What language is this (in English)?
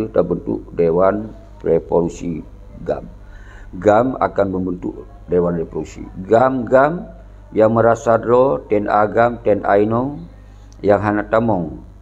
Achinese